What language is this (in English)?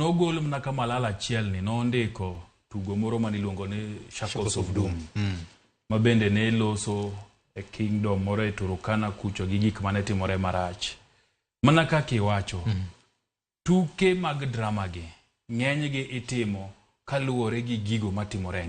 Luo (Kenya and Tanzania)